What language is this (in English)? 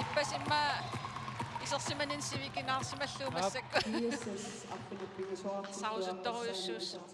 Kalaallisut